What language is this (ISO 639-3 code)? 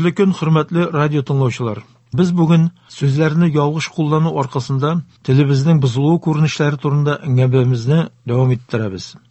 tat